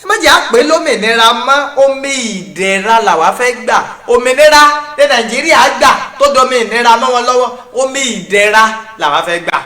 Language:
Yoruba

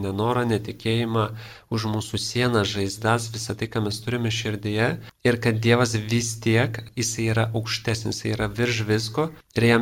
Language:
Lithuanian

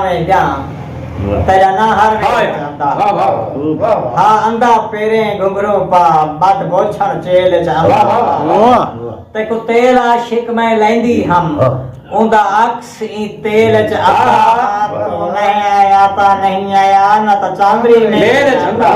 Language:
Saraiki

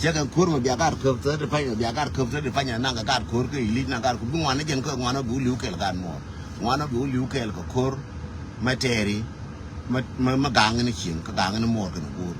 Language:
Nuer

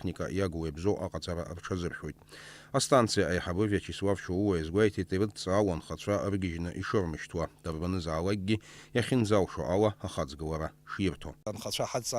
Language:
Abkhazian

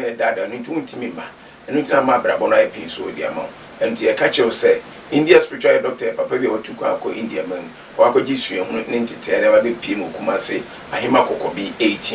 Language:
Akan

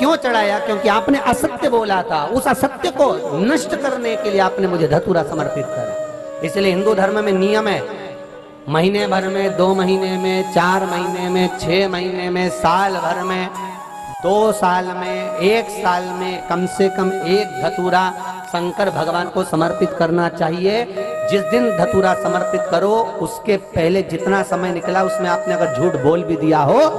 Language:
Hindi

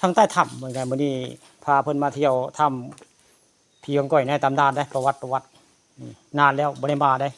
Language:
Northeastern Thai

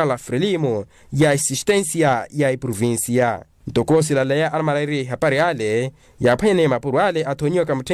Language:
Makhuwa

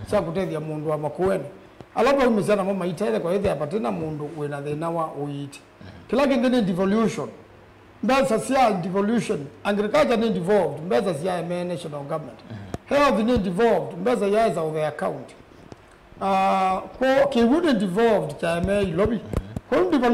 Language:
Kamba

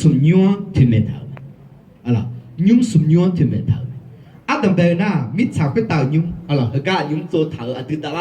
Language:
Akha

